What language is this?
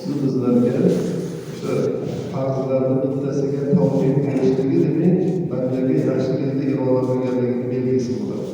Uzbek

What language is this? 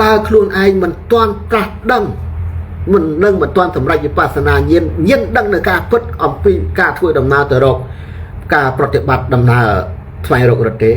Khmer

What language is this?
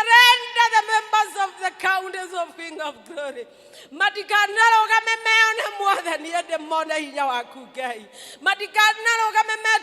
Kikuyu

